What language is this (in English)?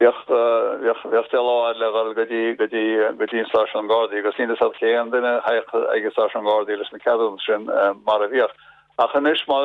Irish